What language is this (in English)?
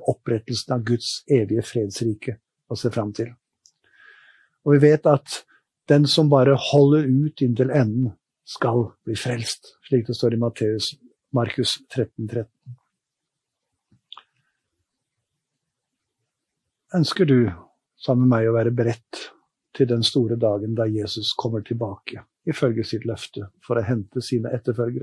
Norwegian